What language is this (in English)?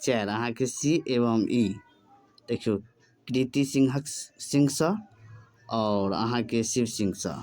Maithili